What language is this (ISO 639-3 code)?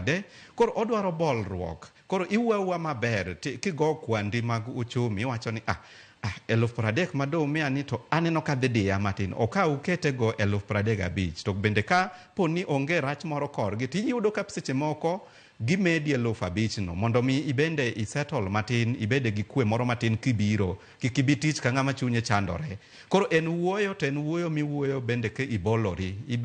luo